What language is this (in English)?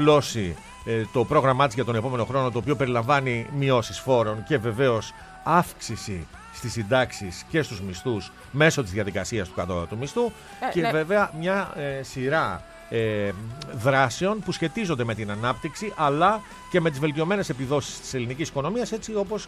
Greek